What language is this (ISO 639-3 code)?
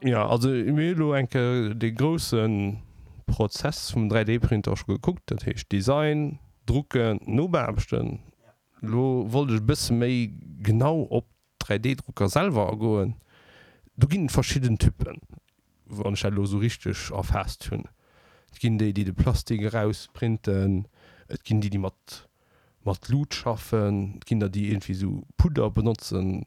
ltz